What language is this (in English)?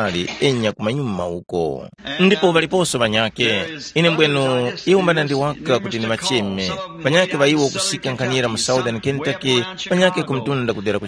Tumbuka